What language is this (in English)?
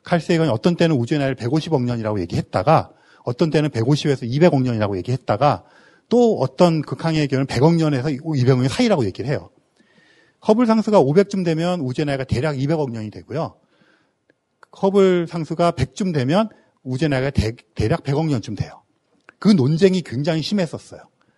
Korean